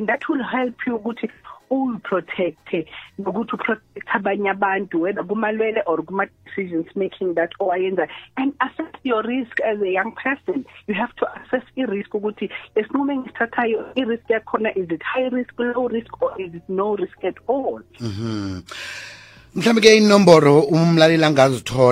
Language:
South Ndebele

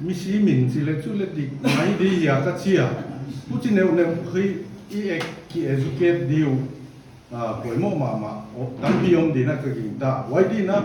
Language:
Paite Chin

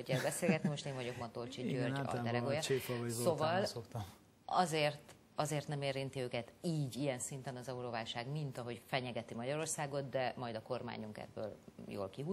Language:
Hungarian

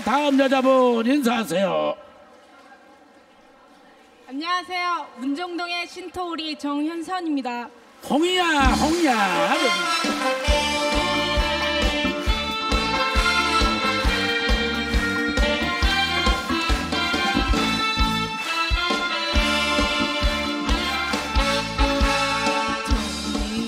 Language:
Korean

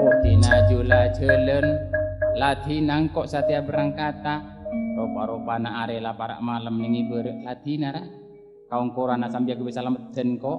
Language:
Madurese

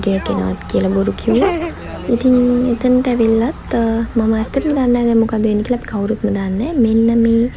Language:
Sinhala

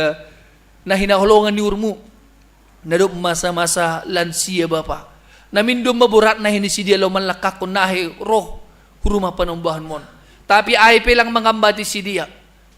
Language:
Batak Simalungun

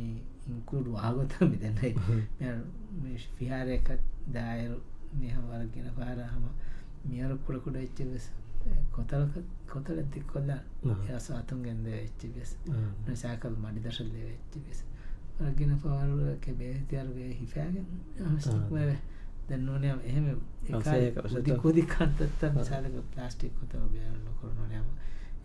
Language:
Divehi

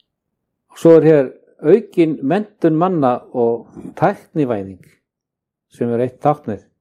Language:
Icelandic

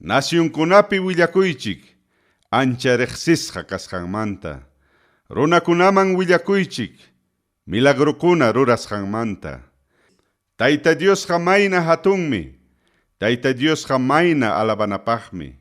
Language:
Ayacucho Quechua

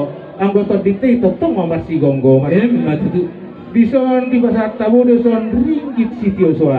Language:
Batak Toba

